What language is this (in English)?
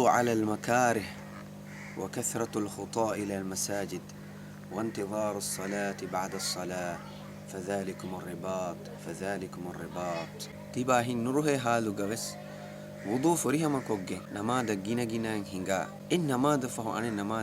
Divehi